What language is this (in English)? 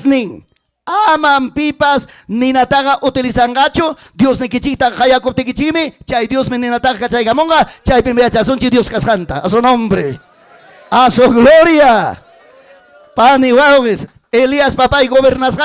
Ayacucho Quechua